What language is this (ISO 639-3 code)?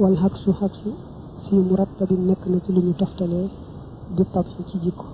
wol